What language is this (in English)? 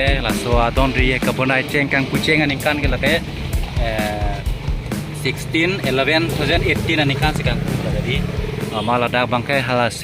Karbi